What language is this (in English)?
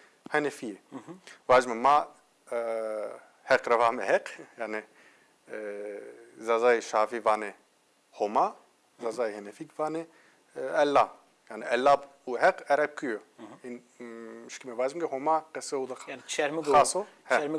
Zaza